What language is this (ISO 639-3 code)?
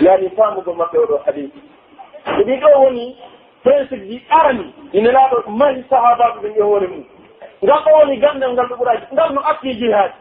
fuf